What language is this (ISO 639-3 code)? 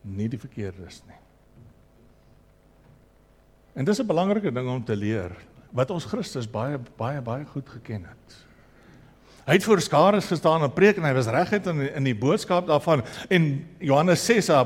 afr